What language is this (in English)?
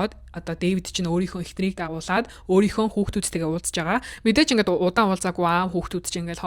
Mongolian